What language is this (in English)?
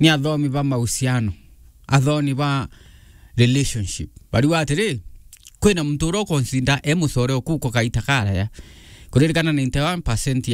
Meru